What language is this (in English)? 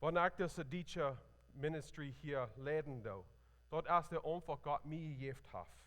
Plautdietsch